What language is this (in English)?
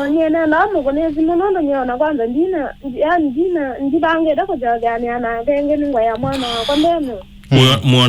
Kamba